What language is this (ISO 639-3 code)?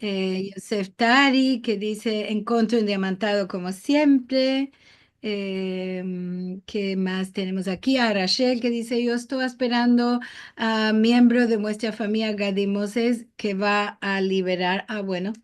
lad